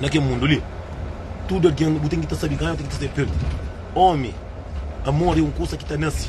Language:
Kabuverdianu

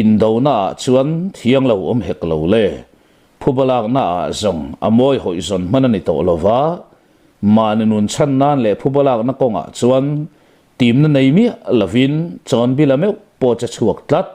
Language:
Mizo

